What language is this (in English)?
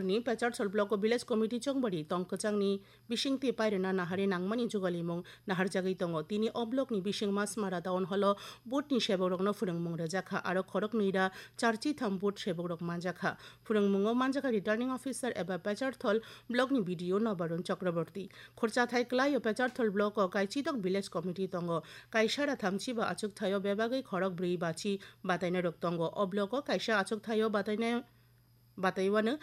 Kok Borok